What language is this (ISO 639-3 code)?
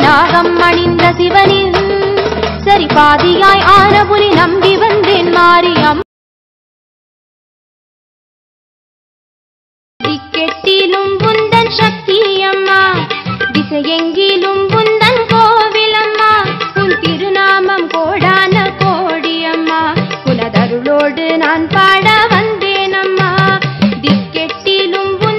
tam